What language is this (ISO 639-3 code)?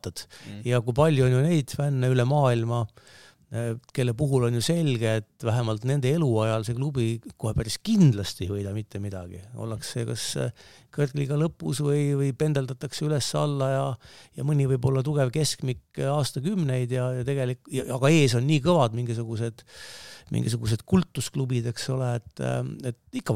est